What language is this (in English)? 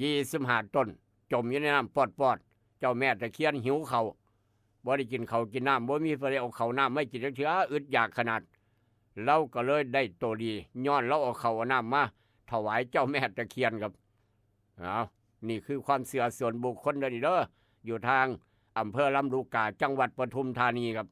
Northeastern Thai